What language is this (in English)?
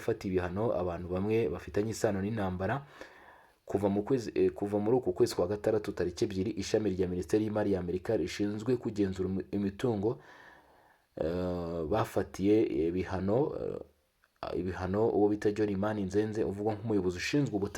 Kinyarwanda